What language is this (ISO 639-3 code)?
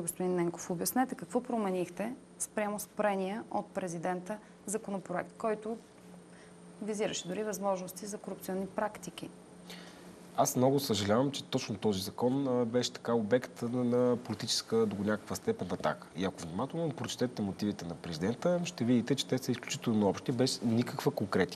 bul